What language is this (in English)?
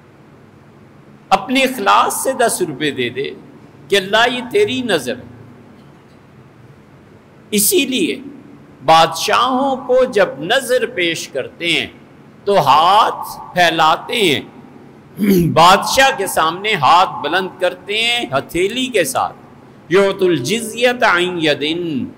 Urdu